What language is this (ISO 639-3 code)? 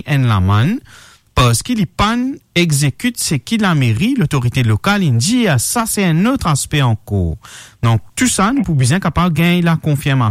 mfe